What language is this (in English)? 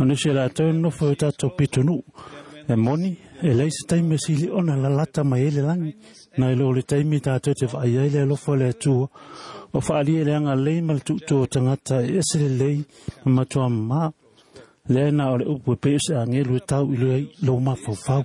Samoan